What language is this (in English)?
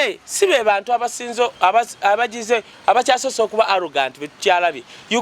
Ganda